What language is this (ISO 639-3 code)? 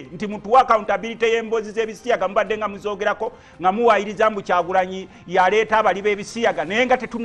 lug